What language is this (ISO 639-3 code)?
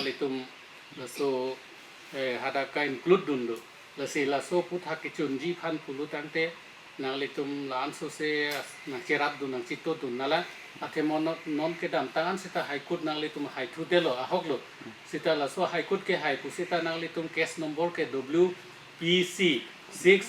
mjw